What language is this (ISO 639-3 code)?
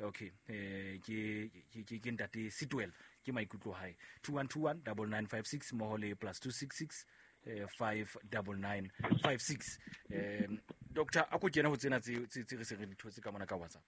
sot